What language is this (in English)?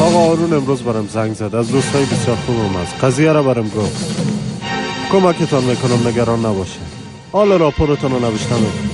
Persian